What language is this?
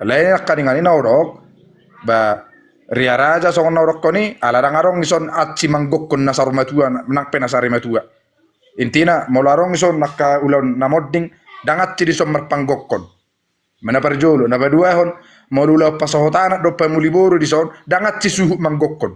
Batak Toba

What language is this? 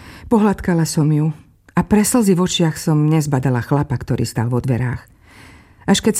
Slovak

